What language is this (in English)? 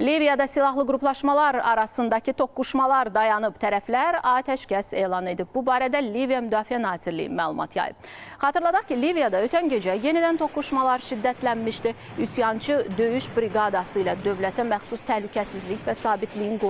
Azerbaijani